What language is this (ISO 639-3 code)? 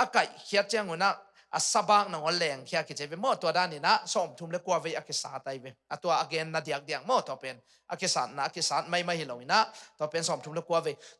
ctd